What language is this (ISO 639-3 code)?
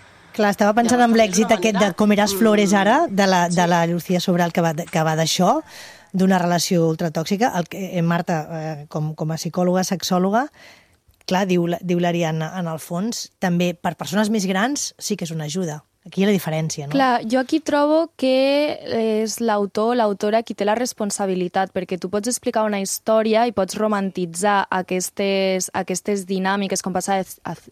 cat